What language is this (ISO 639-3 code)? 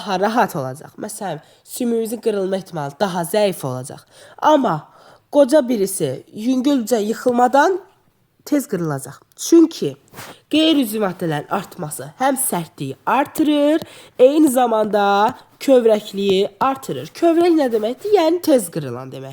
aze